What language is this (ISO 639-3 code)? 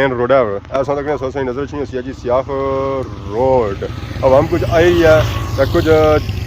phr